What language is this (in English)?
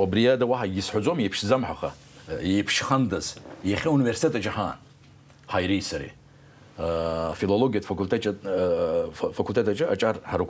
Abkhazian